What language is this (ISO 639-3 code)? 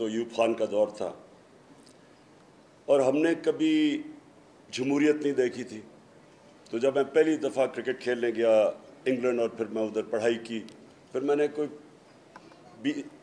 urd